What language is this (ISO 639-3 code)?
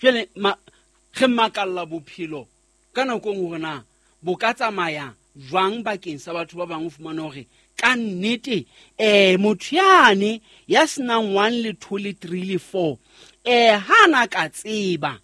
sot